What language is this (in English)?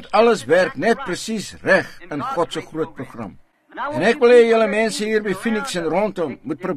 Afrikaans